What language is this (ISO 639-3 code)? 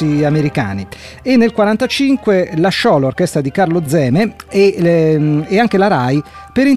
ita